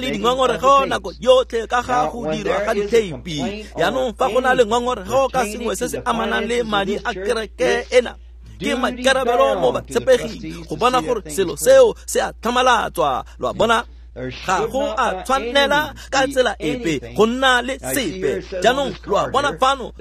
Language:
Tswana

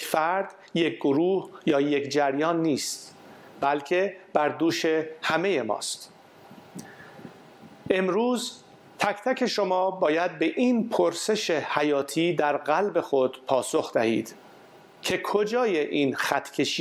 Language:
Persian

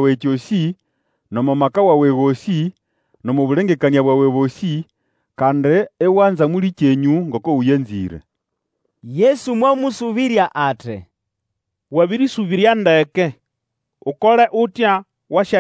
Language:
Nande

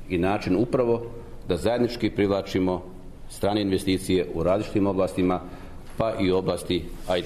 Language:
Serbian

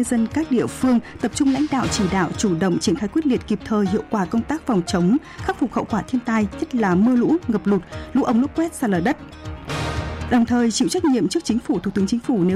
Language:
Vietnamese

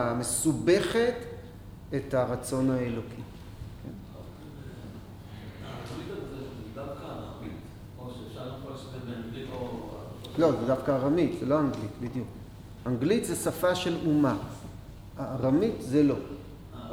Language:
Hebrew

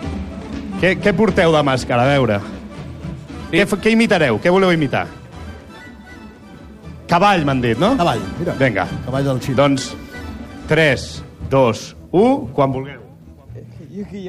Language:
Catalan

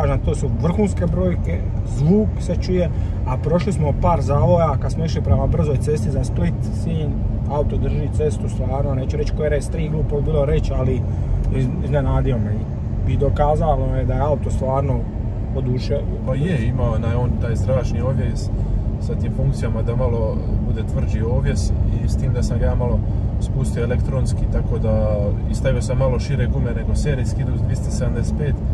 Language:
Croatian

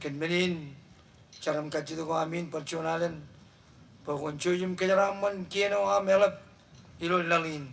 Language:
Marshallese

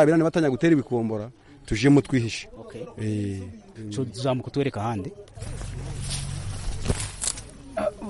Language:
Kinyarwanda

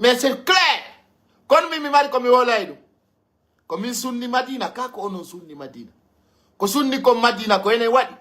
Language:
Pular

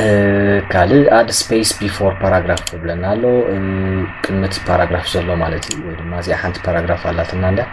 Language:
Tigrinya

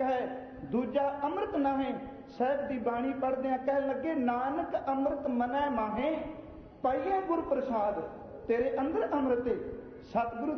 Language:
Punjabi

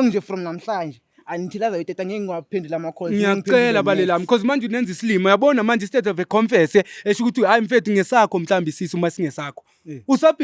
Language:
Zulu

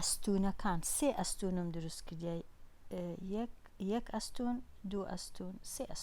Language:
Central Kurdish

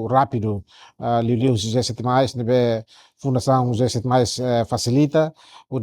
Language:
Tetum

